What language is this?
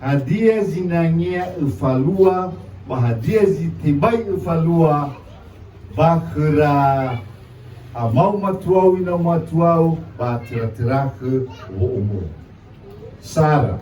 Nias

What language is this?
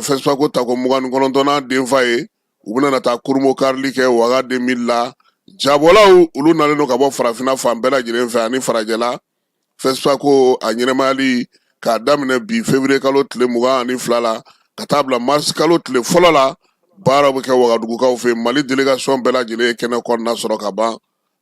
Bambara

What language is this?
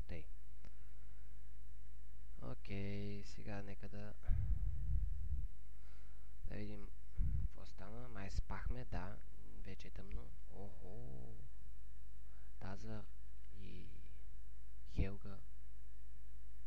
Bulgarian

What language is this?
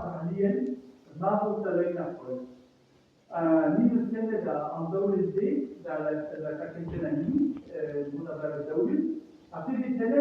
Breton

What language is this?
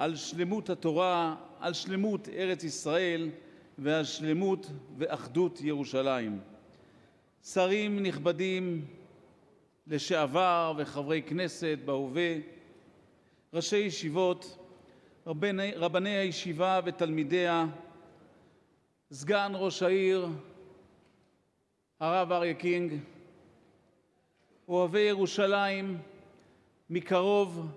Hebrew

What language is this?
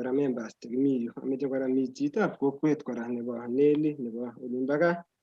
Kalenjin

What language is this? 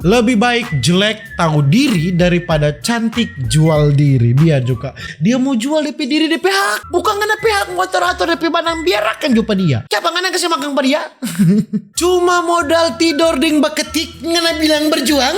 Manado Malay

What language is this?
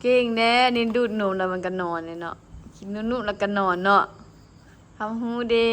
Lao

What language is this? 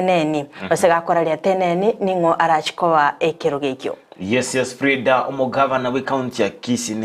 Gusii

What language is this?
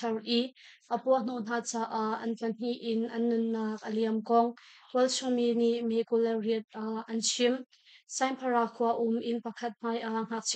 Hakha Chin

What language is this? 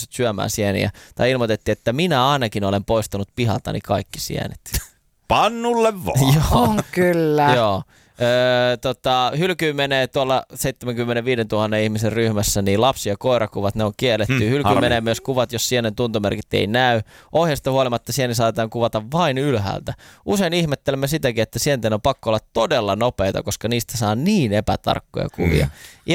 Finnish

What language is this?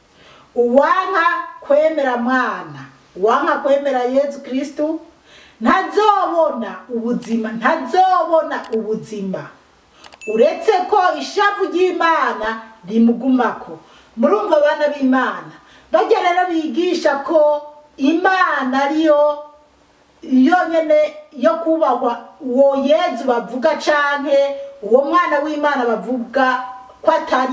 Rundi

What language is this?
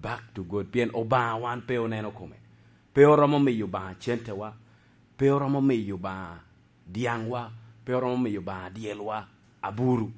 Lango (Uganda)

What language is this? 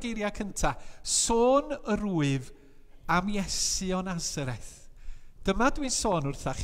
Welsh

